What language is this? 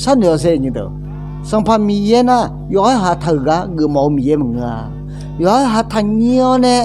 Akha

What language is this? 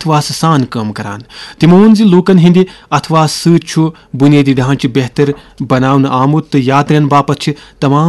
Kashmiri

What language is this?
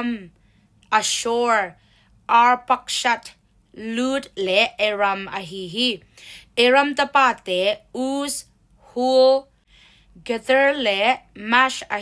Tedim Chin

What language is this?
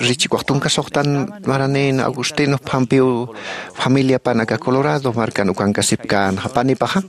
Aymara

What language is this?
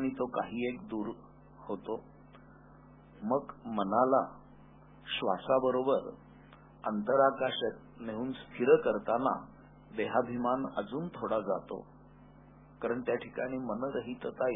Marathi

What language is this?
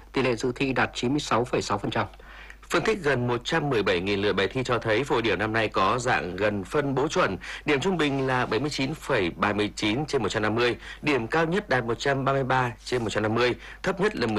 Vietnamese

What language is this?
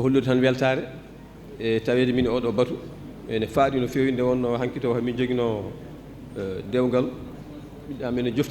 Fula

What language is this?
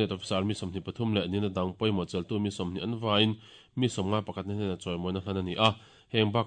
Mizo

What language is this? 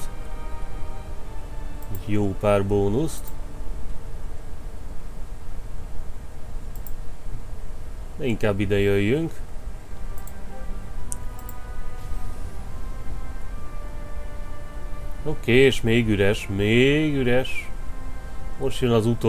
Hungarian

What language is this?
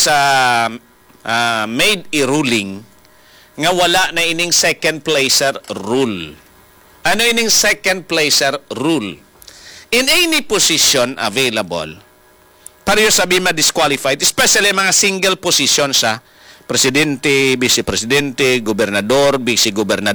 Hiligaynon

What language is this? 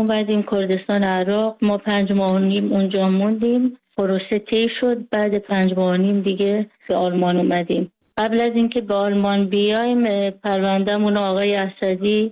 Persian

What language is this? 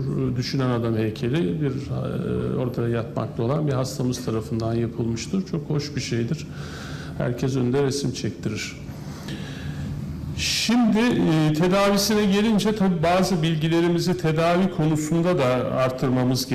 Turkish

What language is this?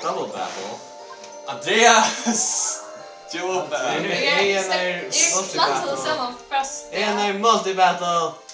Faroese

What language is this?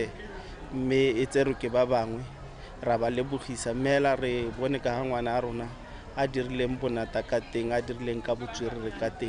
Tswana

